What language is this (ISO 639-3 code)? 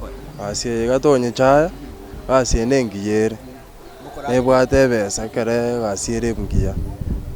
guz